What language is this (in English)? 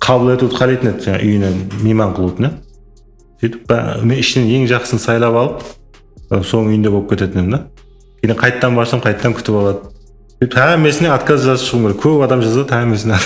Kara-Kalpak